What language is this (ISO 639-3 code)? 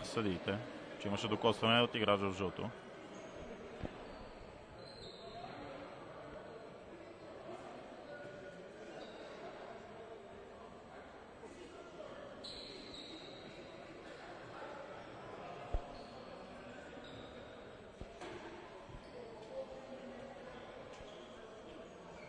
bul